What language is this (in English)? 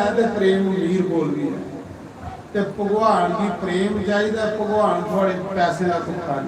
Dogri